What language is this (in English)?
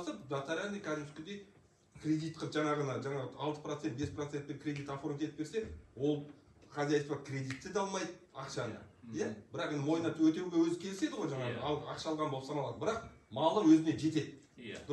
Kazakh